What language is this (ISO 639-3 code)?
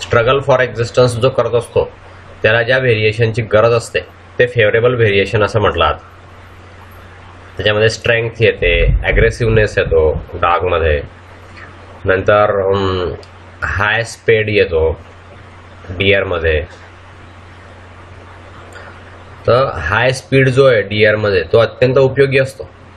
mar